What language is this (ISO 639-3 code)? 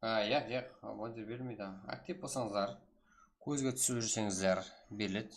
kaa